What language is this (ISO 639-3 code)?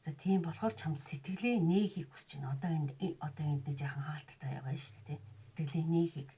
mon